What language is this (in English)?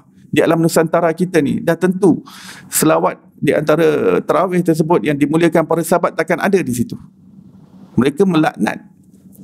Malay